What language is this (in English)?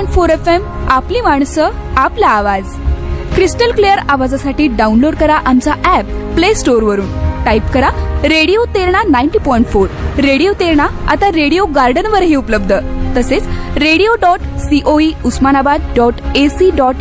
Marathi